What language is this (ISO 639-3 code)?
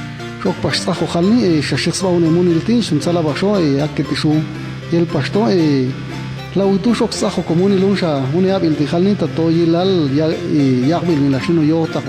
jac